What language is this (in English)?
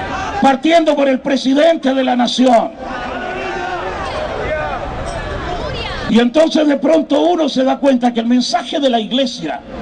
Spanish